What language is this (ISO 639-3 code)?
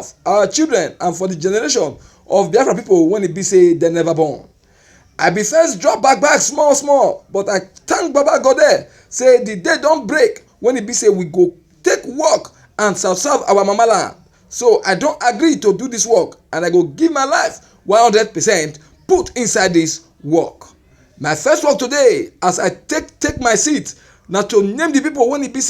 pcm